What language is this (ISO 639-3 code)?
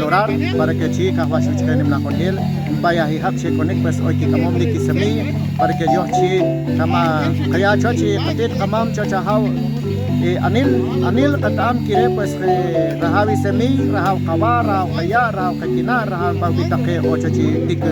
acr